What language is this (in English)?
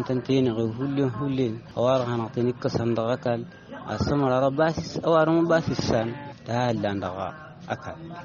Tamasheq